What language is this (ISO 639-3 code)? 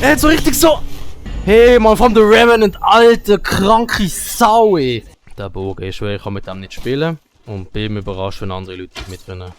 gsw